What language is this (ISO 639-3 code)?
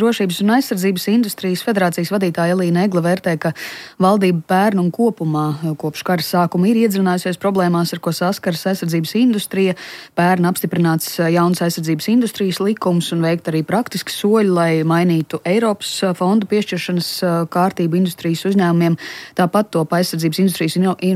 lav